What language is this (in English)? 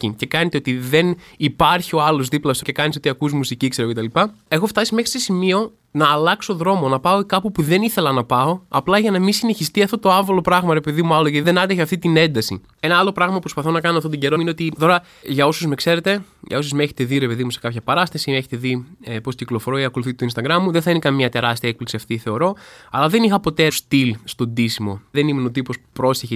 Greek